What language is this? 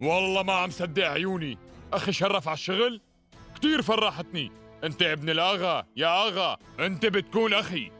North Levantine Arabic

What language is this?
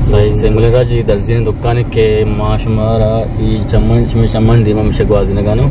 Eastern Balochi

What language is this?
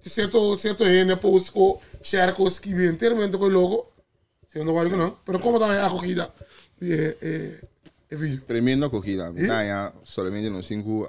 Papiamento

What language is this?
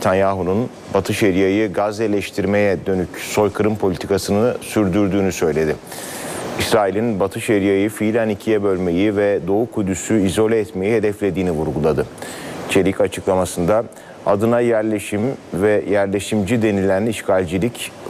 Turkish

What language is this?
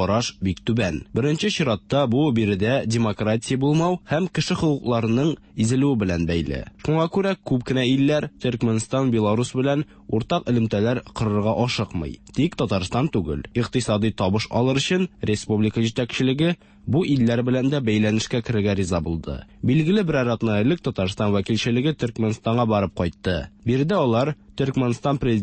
Tatar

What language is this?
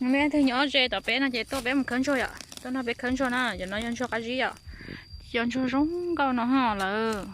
Hmong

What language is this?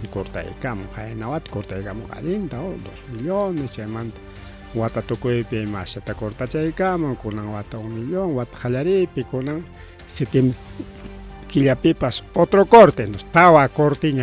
Ayacucho Quechua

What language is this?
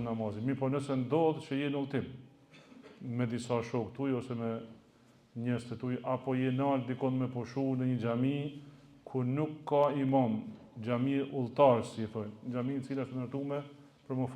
Albanian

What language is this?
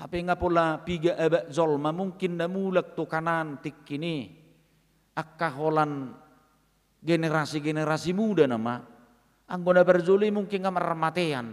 Batak Toba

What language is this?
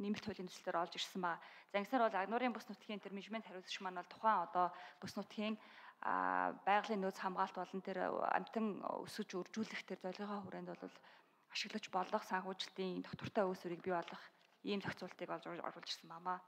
Mongolian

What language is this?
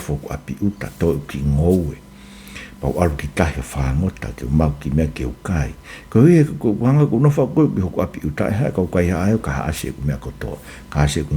Tongan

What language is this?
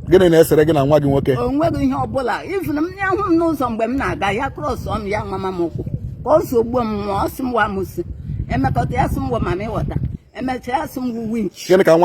Igbo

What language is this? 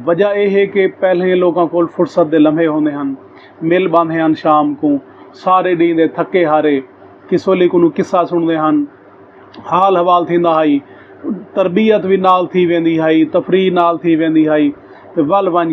Saraiki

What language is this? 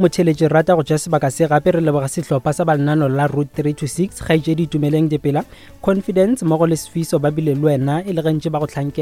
Northern Sotho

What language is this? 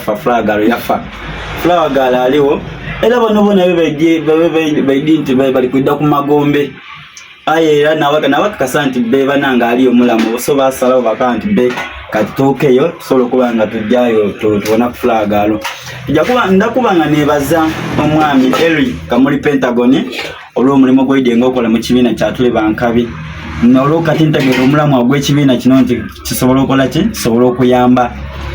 Soga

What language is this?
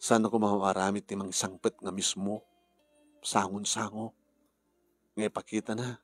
Iloko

